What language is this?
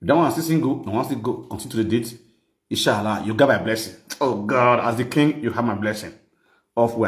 Nigerian Pidgin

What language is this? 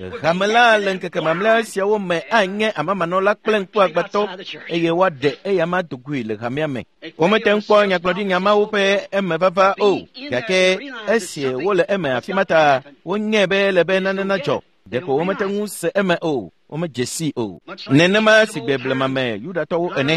Ewe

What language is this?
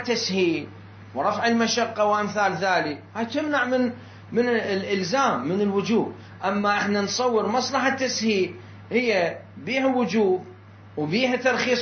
Mesopotamian Arabic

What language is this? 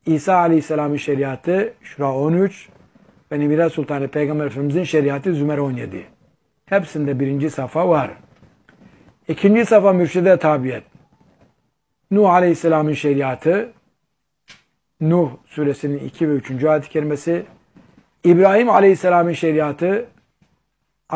Turkish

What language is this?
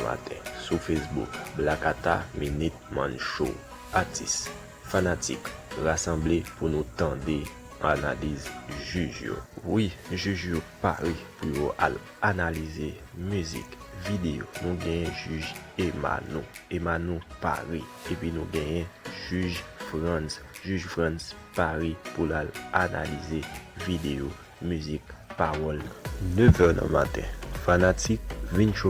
Haitian Creole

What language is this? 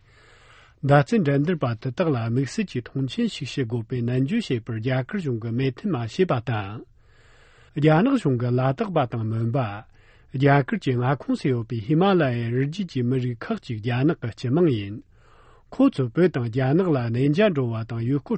Tibetan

